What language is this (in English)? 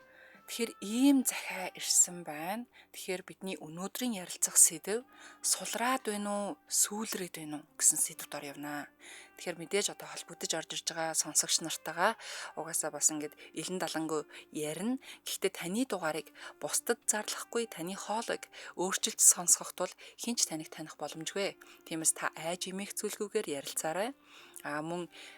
Mongolian